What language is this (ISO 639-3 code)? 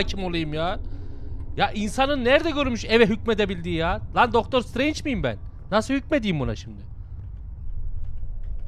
tur